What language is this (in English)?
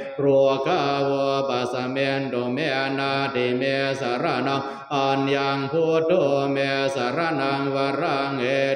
Pali